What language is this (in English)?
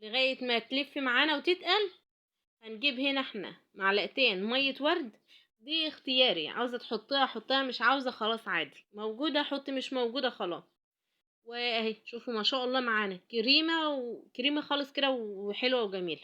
Egyptian Arabic